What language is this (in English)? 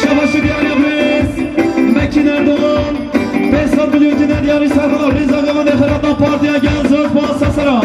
Kurdish